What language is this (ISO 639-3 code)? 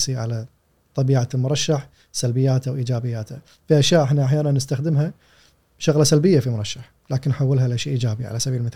afb